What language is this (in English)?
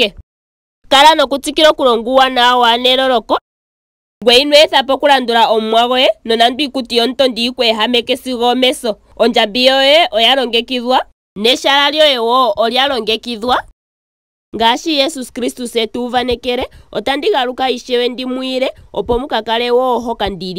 Ndonga